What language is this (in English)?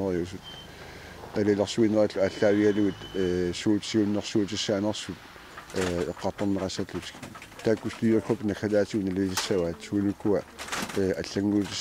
Kalaallisut